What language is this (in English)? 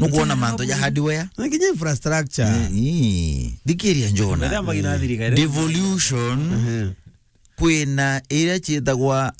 Meru